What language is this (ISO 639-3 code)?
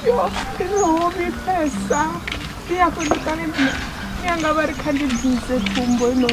ven